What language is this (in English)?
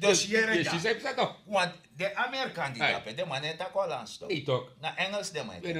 Sranan Tongo